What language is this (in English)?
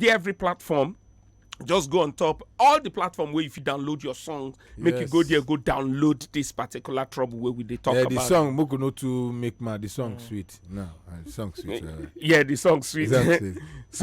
Nigerian Pidgin